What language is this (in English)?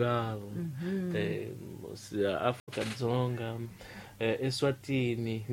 Tsonga